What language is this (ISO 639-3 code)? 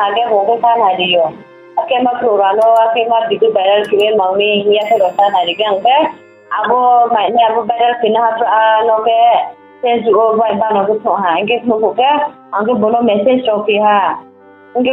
ria